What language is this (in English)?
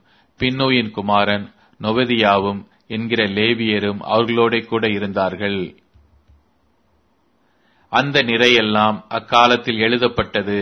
Tamil